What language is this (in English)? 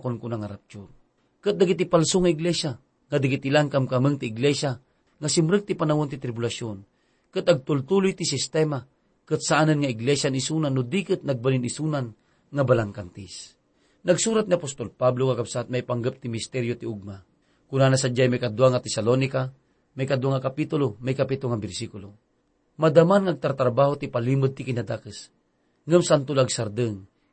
Iloko